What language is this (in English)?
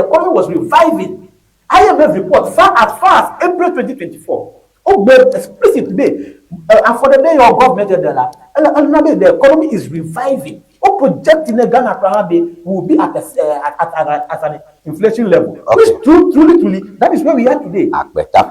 Ewe